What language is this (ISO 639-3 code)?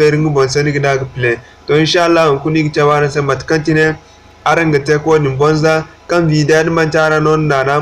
dje